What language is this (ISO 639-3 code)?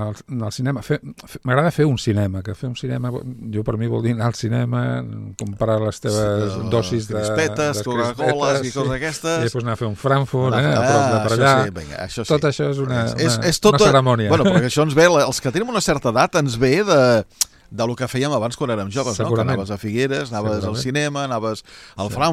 cat